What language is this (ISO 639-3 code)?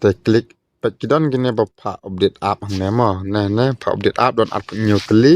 kha